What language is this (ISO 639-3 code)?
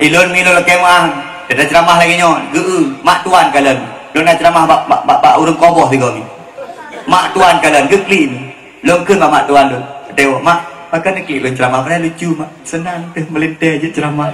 ace